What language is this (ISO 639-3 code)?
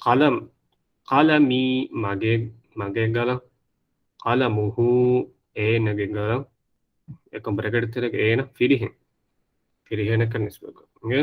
div